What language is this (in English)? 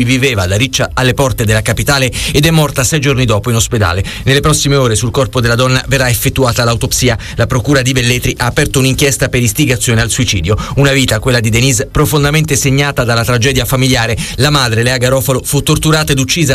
Italian